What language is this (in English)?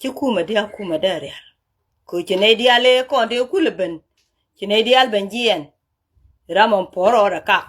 Nuer